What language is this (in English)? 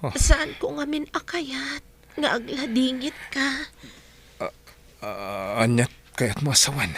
Iloko